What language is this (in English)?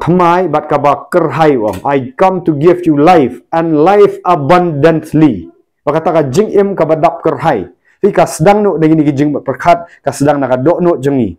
Khasi